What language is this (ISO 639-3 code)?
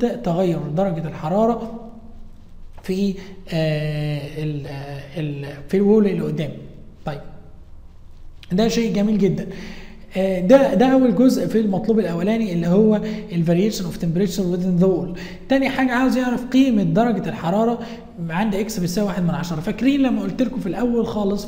arz